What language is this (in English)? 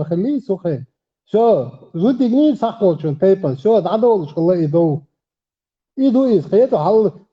Chechen